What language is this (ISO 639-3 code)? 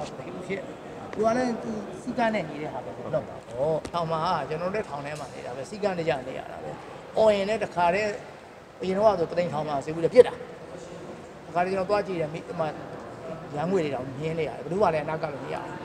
mya